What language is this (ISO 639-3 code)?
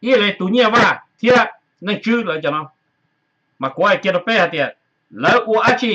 hmn